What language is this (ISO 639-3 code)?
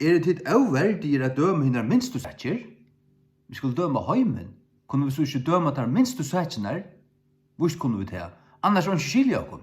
fao